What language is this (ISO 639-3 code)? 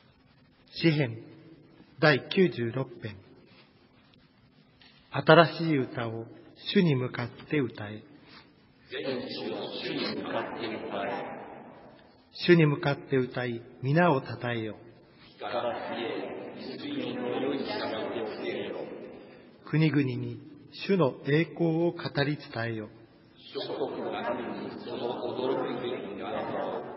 jpn